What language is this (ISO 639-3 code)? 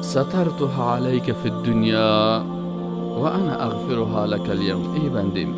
fas